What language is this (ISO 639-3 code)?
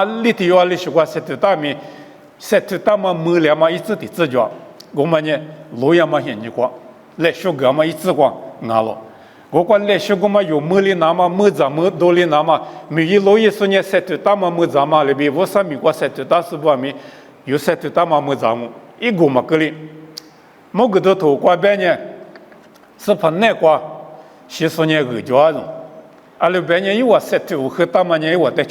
lis